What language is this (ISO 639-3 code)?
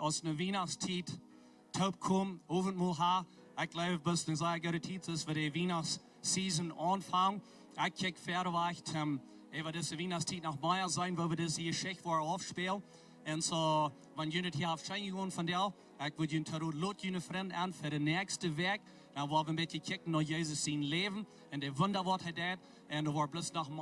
pdt